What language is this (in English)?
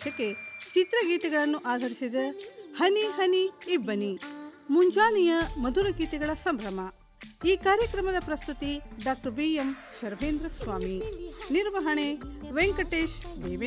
Kannada